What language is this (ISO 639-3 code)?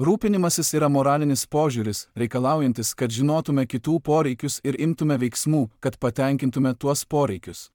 lit